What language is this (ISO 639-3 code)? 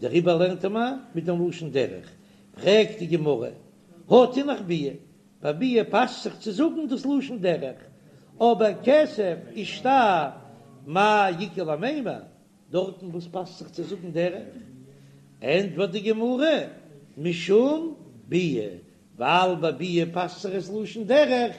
yid